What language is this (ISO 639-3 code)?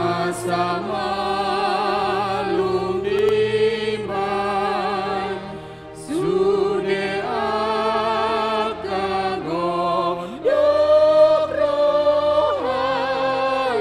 bbc